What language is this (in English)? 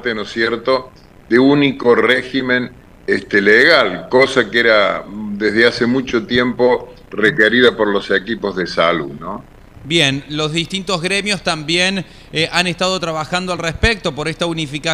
Spanish